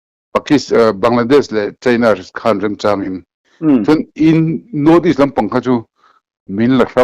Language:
Mizo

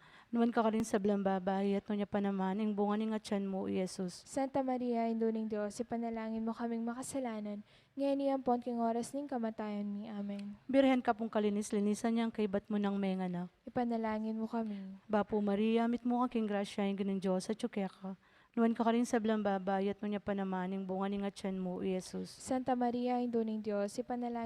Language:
Pampanga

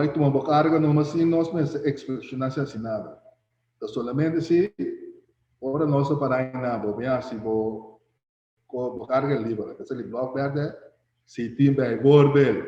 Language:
Papiamento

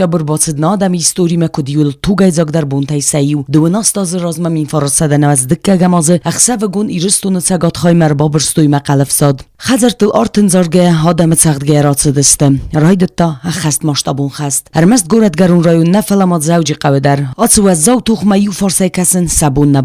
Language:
Ossetic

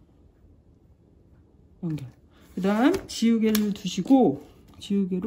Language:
Korean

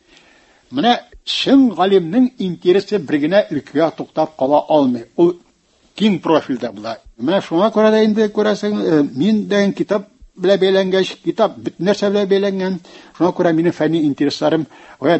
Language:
Tatar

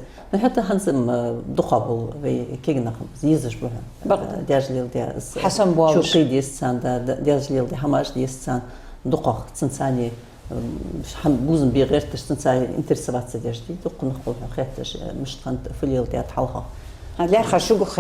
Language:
Ingush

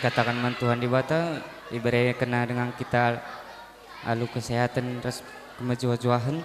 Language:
Batak Karo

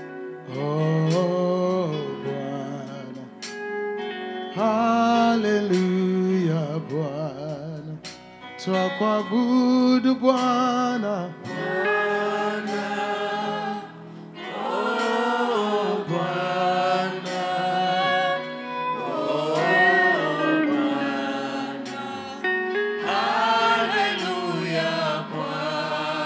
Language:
Swahili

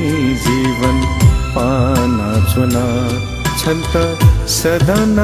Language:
Newari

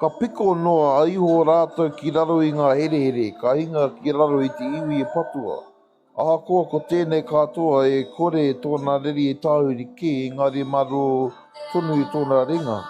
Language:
Māori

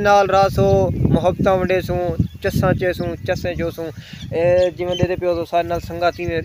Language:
Saraiki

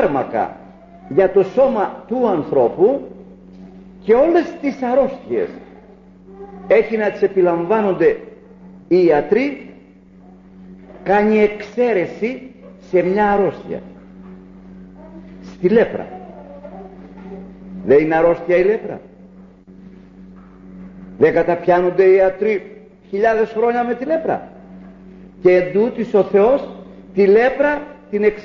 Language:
Greek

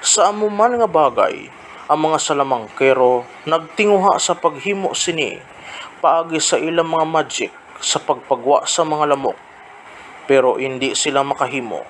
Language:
Hiligaynon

